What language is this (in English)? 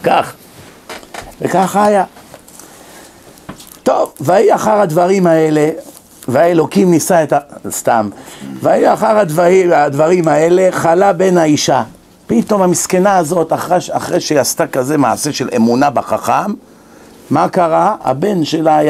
Hebrew